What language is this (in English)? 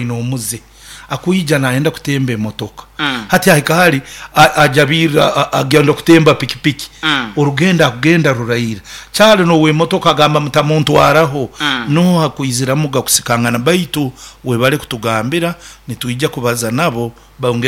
Nyoro